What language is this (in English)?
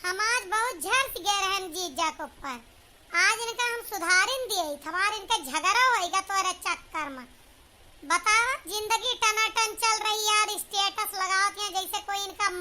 Awadhi